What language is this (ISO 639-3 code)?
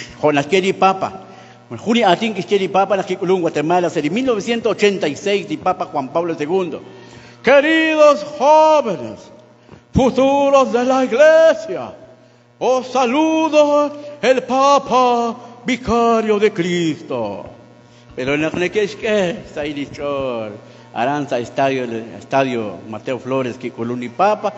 kek